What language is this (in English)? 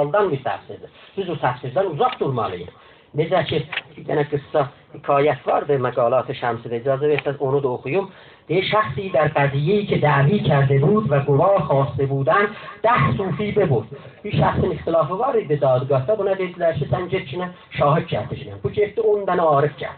South Azerbaijani